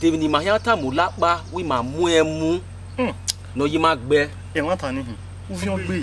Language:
Bini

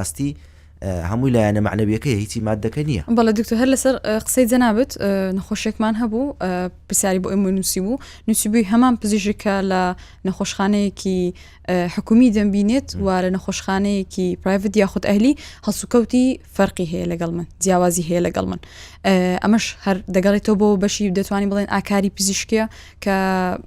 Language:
Central Kurdish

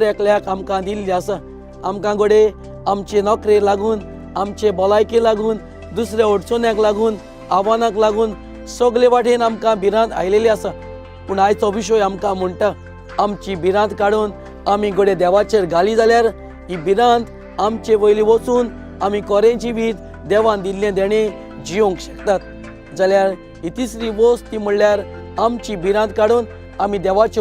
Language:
Konkani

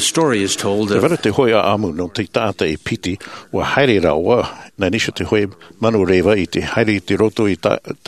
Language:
Tahitian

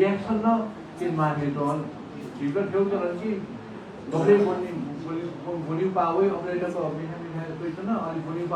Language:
Newari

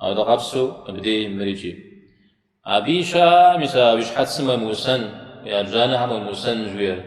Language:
Kabardian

